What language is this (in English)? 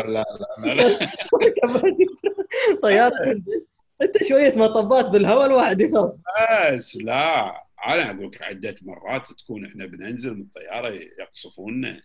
Gulf Arabic